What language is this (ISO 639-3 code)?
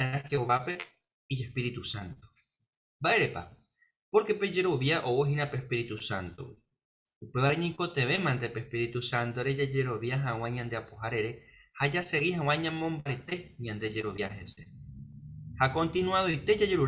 grn